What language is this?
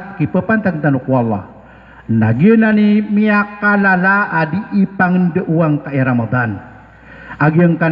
Maranao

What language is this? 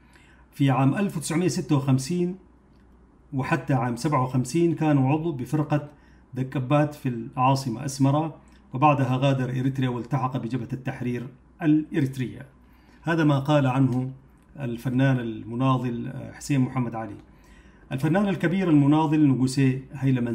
Arabic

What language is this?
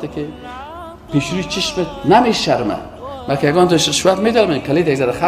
Persian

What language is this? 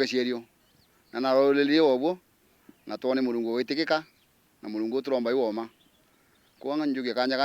Meru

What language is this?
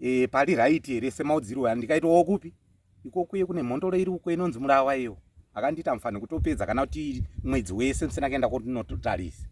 Shona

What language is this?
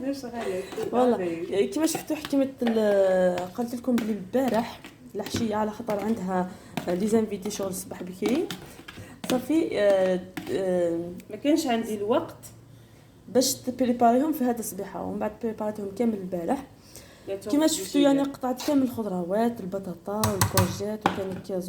Algerian Arabic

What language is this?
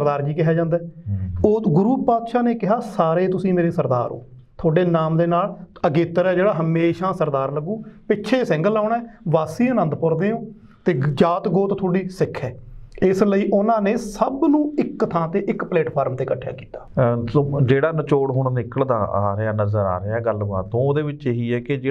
Punjabi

